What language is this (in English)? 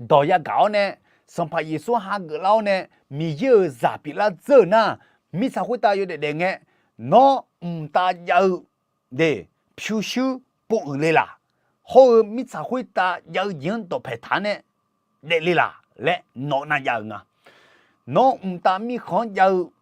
Akha